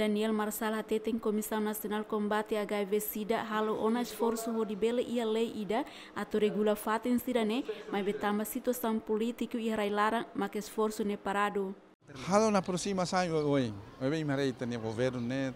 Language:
Tetum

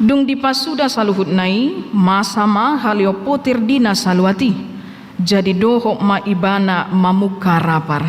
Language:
Batak Toba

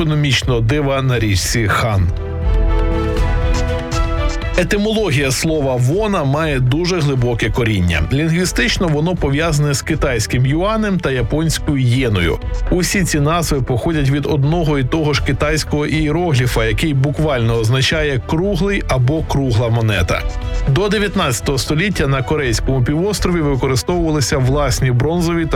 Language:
Ukrainian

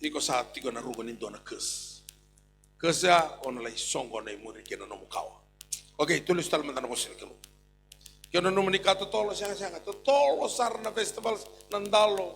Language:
Fijian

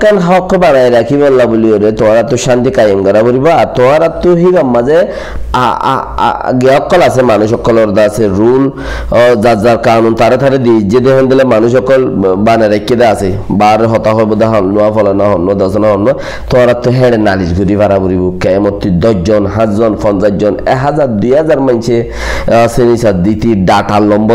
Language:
Rohingya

